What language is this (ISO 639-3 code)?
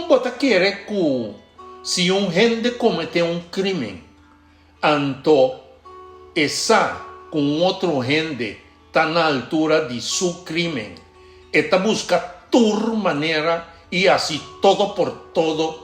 pap